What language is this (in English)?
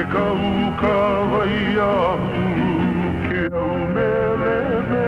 Hawaiian